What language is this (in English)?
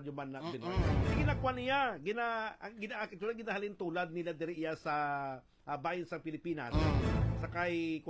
Hiligaynon